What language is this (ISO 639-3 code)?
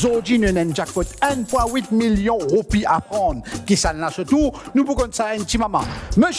mfe